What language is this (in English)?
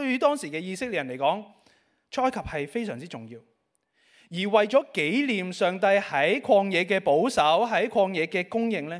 Cantonese